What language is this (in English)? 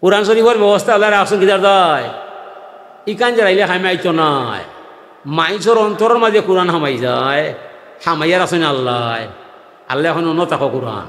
Sylheti